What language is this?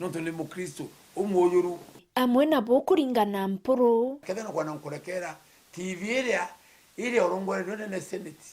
Meru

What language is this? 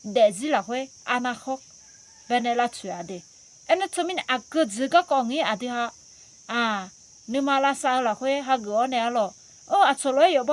Akha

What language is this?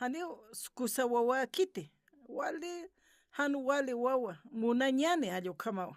Aymara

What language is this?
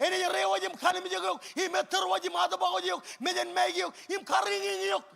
Marshallese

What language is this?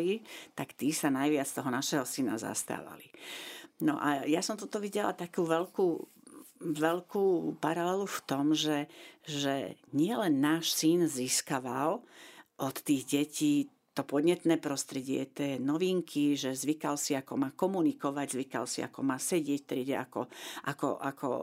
Slovak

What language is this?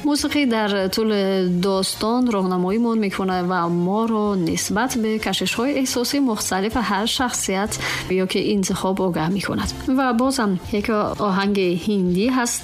Tajik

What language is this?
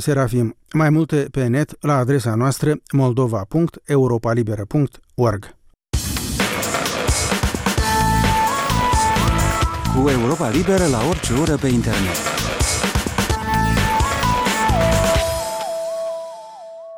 Romanian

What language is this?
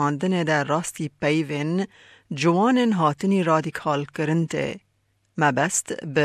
Kurdish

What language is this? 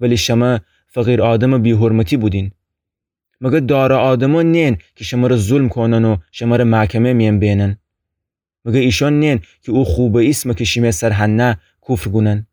Gilaki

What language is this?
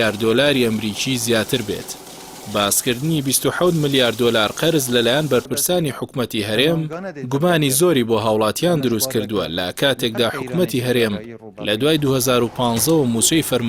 Central Kurdish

